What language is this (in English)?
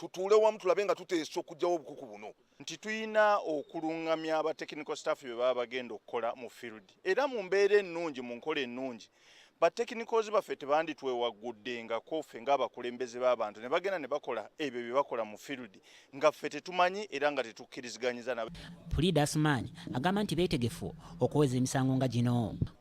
Ganda